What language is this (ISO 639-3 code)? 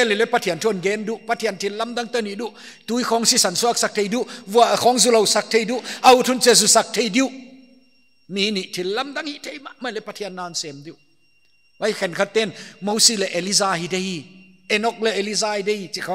pck